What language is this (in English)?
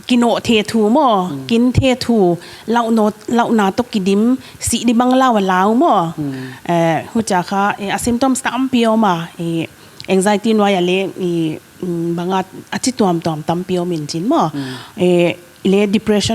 Paite Chin